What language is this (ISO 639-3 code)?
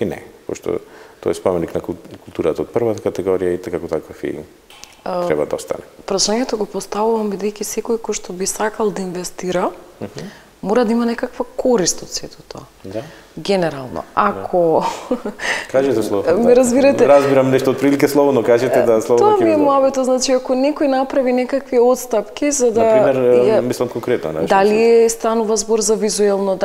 mkd